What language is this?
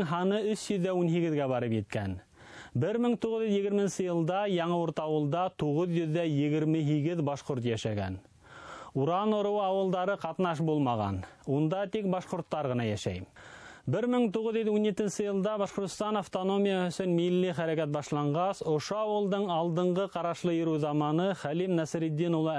Bashkir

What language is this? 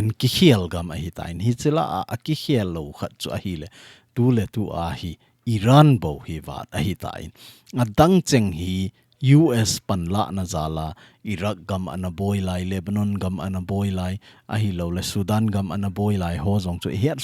Thado Chin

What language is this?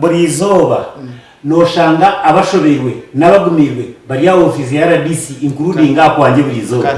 Nyankole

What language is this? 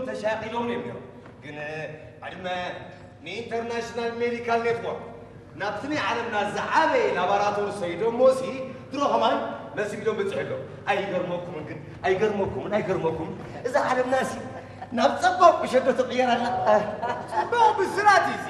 Tigrinya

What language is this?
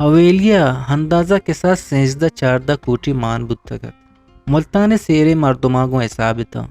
Eastern Balochi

